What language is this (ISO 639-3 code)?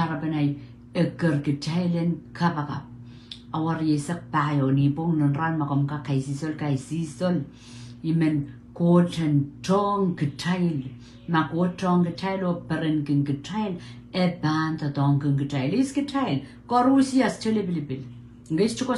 pon